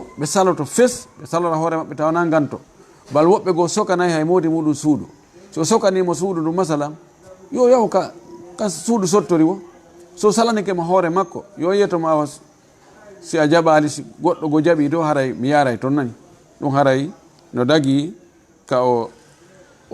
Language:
Fula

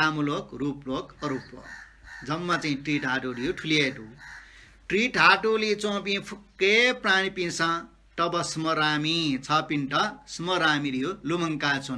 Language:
Newari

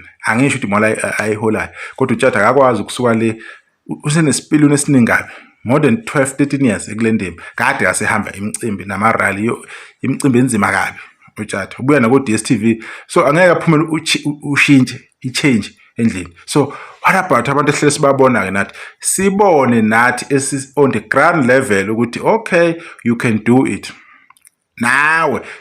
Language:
Zulu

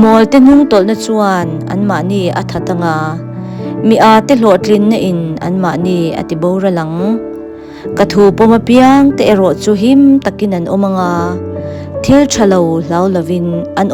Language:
Mizo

